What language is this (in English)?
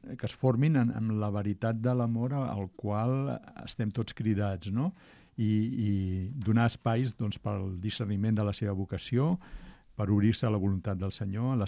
Catalan